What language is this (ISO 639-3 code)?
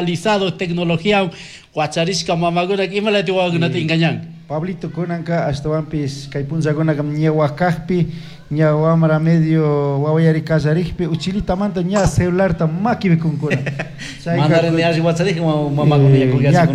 qug